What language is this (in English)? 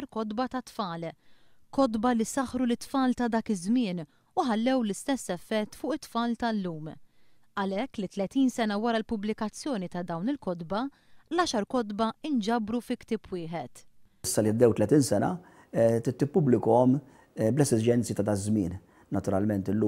Maltese